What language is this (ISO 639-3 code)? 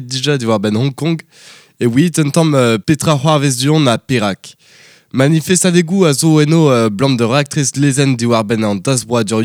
bre